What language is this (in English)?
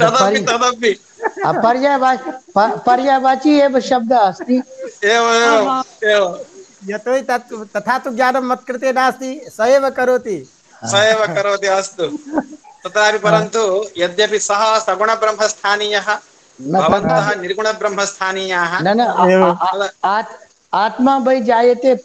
Sanskrit